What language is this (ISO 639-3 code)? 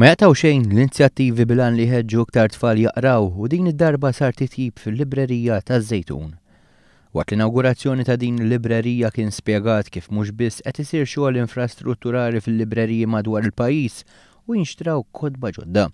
mlt